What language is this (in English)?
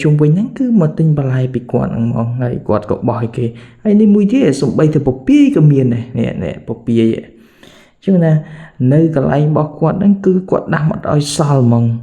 Khmer